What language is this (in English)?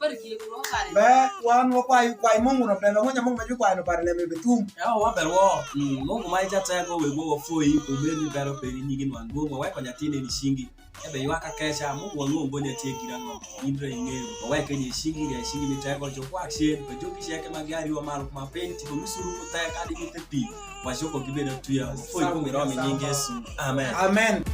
Alur